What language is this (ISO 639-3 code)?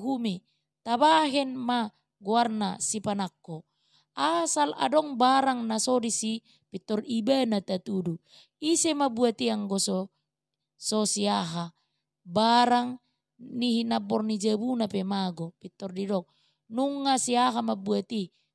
bbc